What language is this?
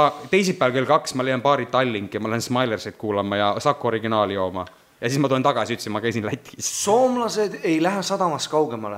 Estonian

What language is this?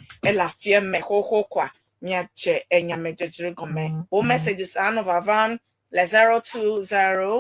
Ewe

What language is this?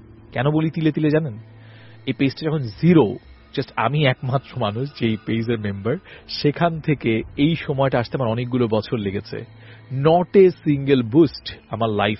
Bangla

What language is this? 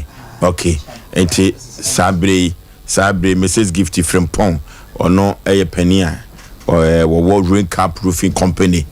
Akan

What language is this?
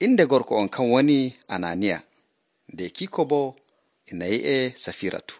Nigerian Fulfulde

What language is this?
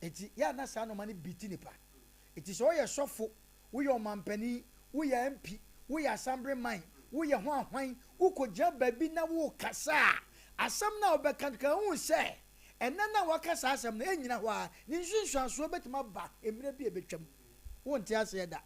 Akan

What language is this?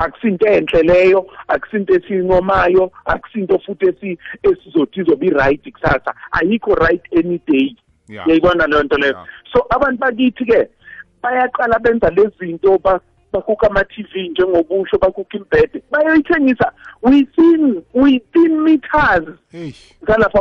South Ndebele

